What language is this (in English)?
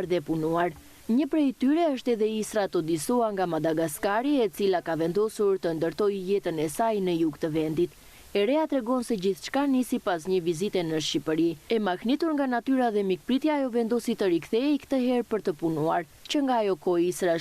Albanian